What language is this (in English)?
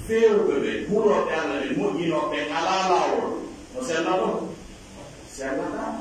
Pular